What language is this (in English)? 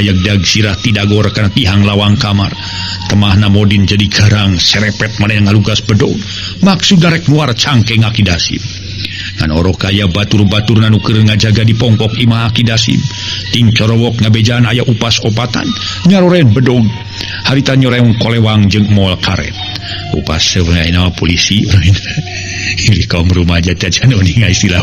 Sundanese